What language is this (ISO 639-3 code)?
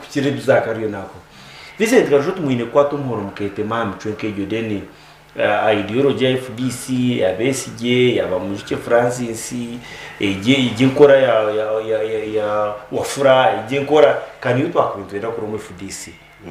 nyn